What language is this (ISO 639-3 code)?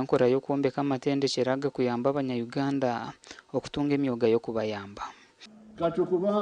nyn